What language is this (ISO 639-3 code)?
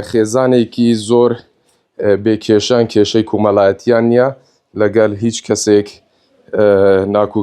ckb